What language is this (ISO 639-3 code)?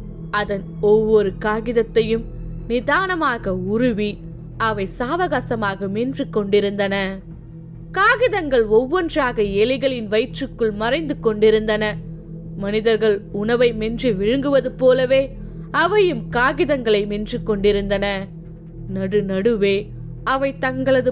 tam